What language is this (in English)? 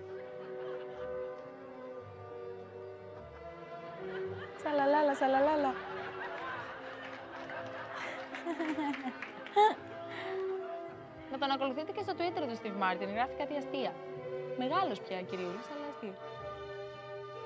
Greek